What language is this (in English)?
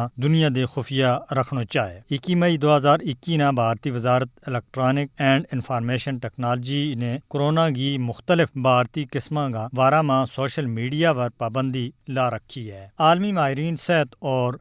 Gujari